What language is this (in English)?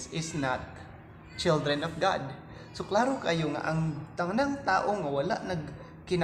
Cebuano